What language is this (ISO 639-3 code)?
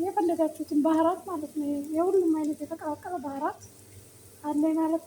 amh